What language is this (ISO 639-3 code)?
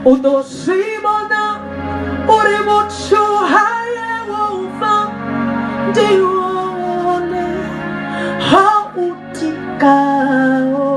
ven